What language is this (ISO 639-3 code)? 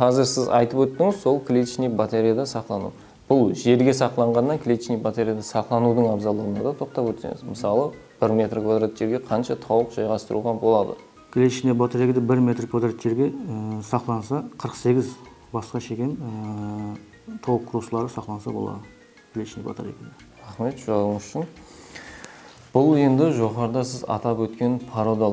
kaa